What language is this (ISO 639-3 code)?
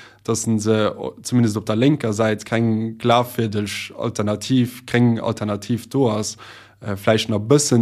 ltz